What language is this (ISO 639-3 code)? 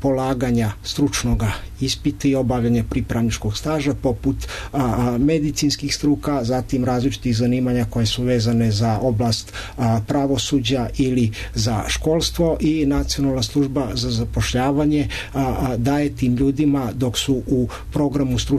srp